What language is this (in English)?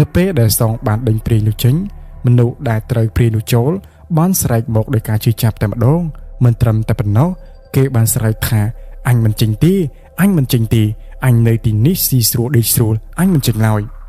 Khmer